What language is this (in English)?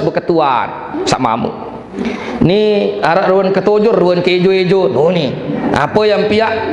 Sasak